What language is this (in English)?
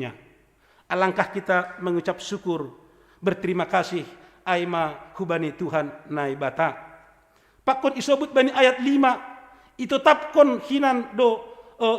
Batak Simalungun